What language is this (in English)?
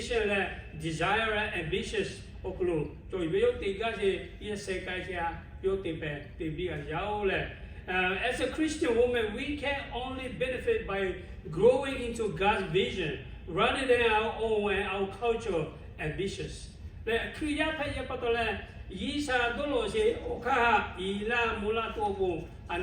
Lahu